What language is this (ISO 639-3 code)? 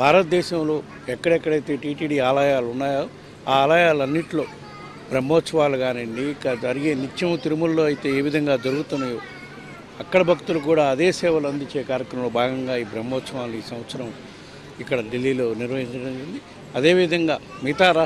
tel